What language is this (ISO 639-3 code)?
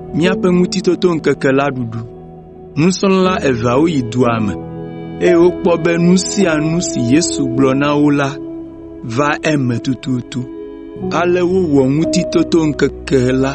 ewe